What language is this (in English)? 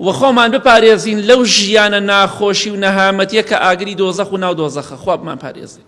Central Kurdish